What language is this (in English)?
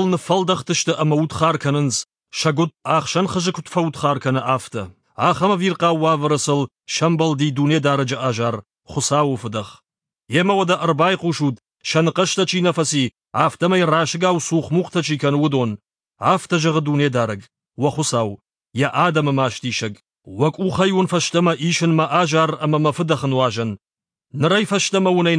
Ossetic